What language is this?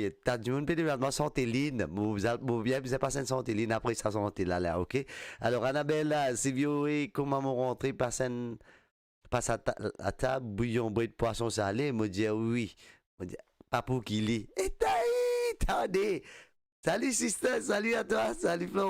Morisyen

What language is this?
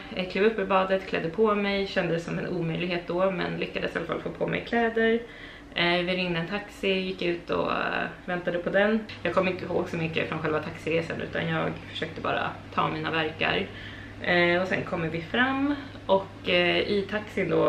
Swedish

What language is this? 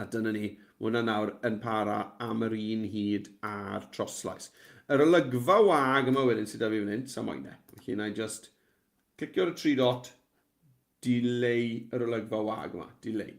Welsh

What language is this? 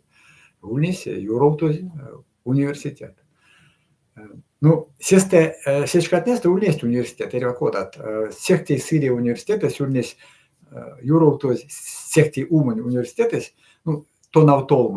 Erzya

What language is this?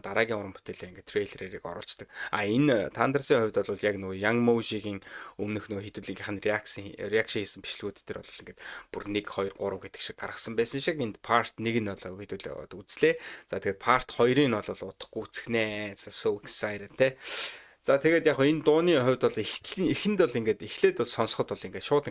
Mongolian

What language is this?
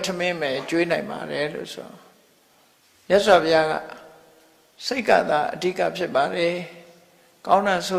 Burmese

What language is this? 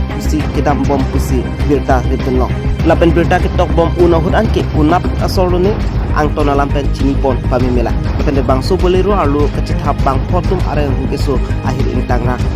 Karbi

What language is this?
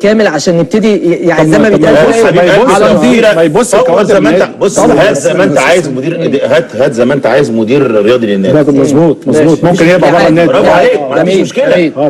Egyptian Arabic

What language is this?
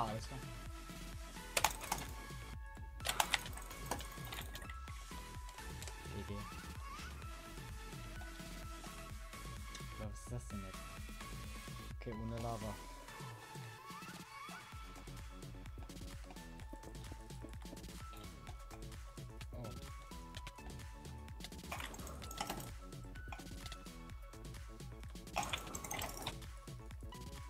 German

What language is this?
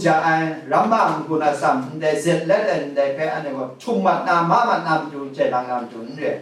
Kachin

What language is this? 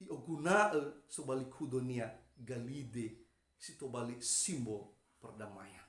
Nias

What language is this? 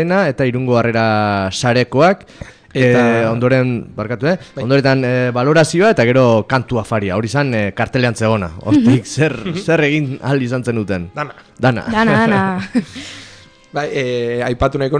Basque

